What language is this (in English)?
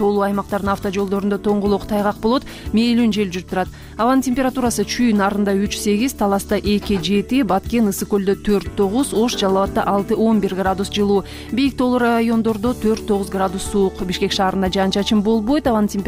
Kyrgyz